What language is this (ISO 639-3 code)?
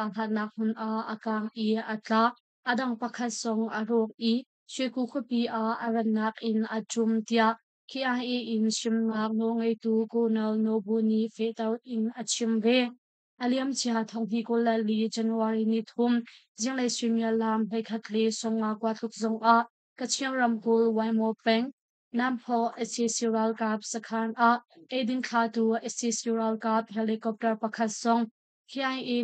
cnh